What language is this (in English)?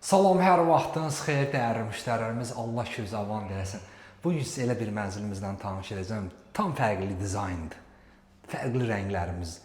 Azerbaijani